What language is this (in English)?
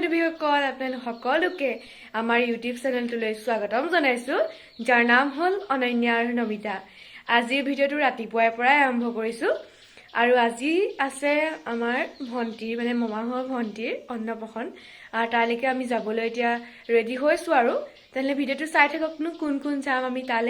Assamese